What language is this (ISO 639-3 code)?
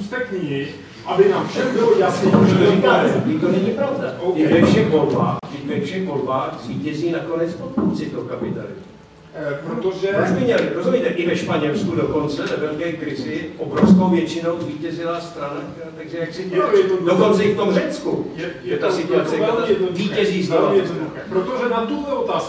ces